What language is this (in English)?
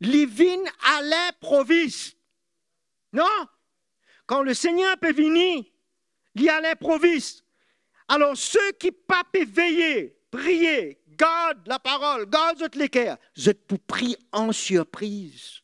Morisyen